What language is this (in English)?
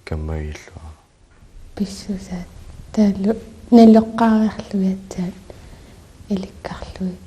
Kalaallisut